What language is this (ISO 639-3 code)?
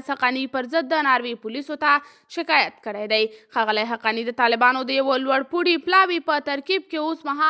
pus